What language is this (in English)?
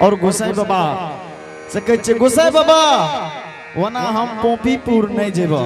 Angika